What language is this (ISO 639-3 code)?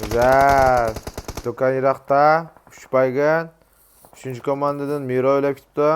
uig